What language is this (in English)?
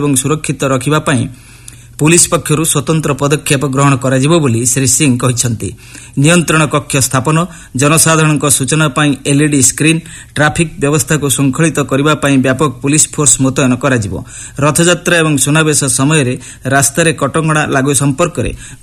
Odia